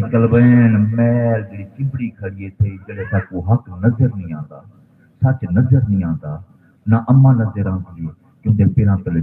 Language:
Saraiki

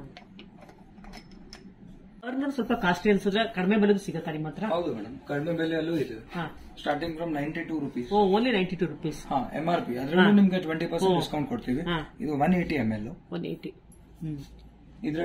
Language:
Kannada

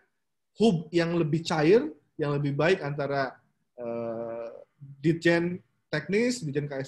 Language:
Indonesian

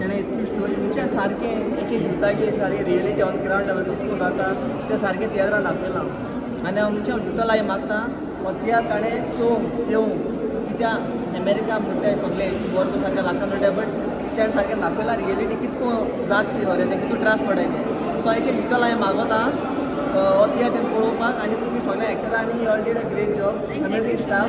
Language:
Konkani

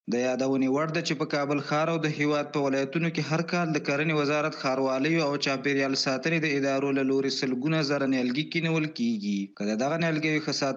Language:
Pashto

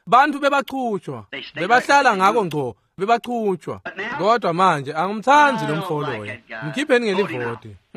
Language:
Swati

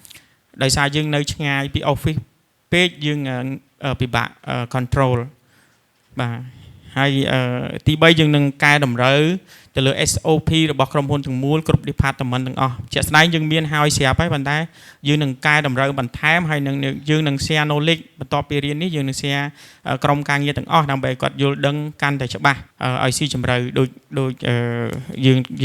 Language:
Khmer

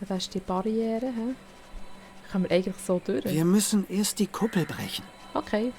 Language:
Swiss German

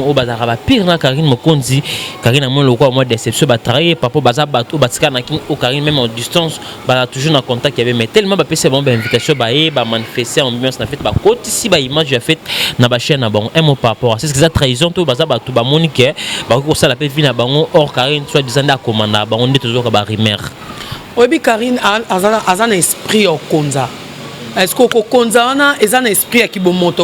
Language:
Lingala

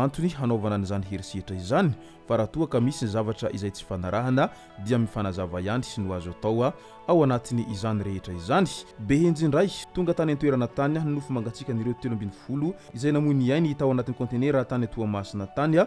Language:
Malagasy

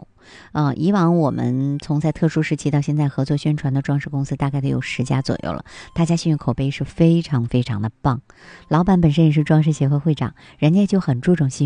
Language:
Chinese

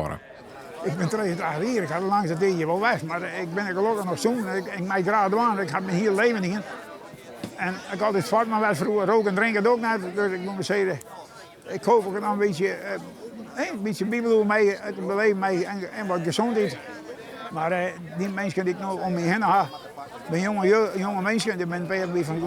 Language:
Western Frisian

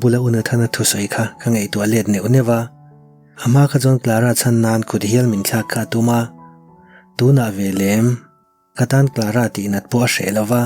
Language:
Mizo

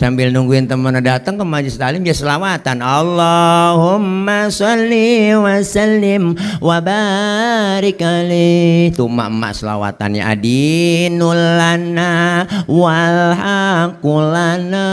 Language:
Betawi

